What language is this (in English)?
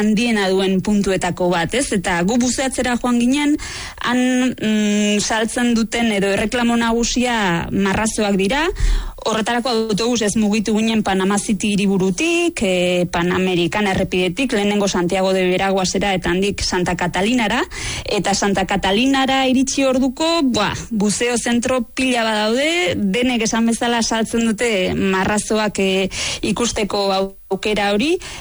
Basque